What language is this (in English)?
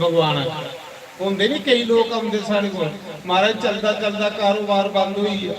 Dogri